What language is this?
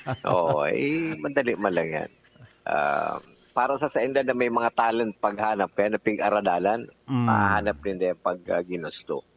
Bikol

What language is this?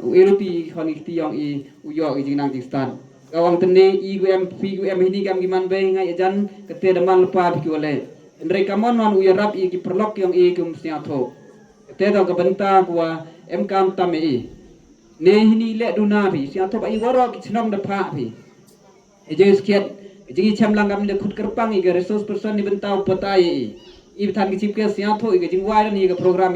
Khasi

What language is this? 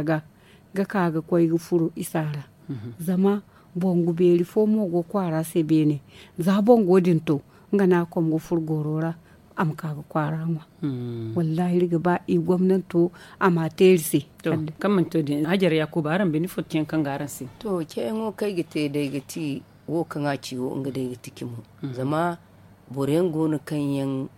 Zarma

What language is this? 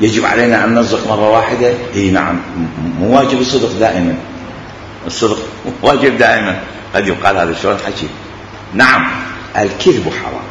Mesopotamian Arabic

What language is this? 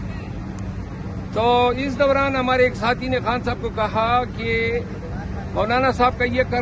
Urdu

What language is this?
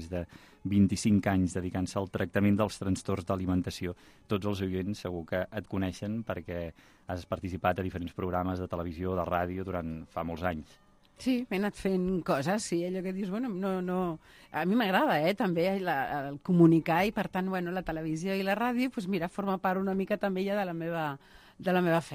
Catalan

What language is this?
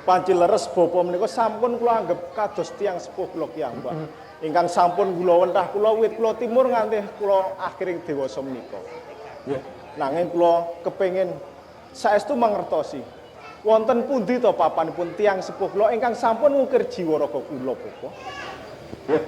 Javanese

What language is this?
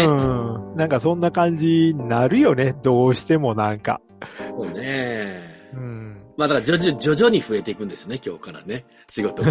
Japanese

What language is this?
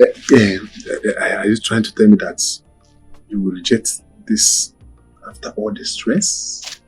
Nigerian Pidgin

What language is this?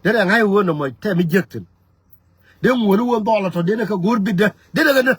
Nuer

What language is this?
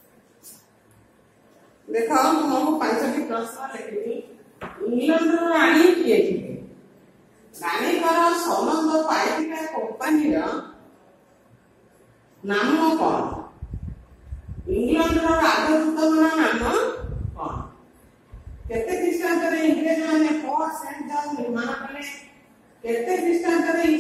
Odia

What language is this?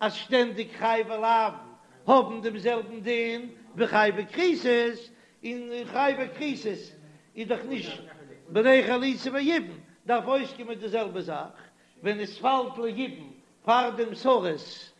Yiddish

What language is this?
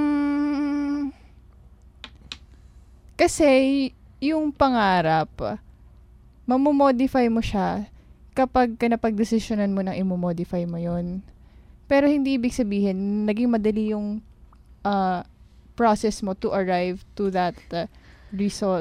Filipino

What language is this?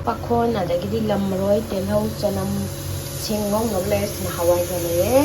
Manipuri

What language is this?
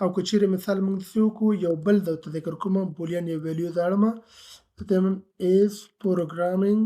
Pashto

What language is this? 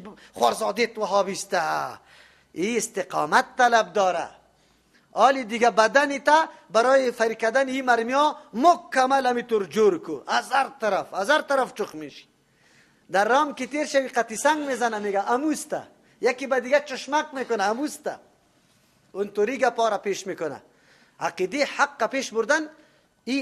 Persian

